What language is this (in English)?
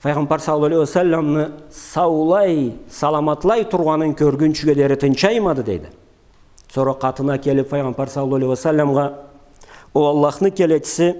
Karachay-Balkar